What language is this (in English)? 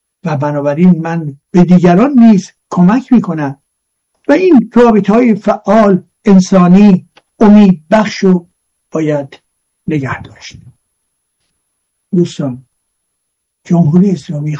Persian